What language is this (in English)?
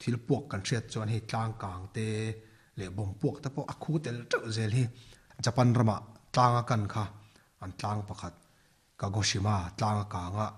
Mizo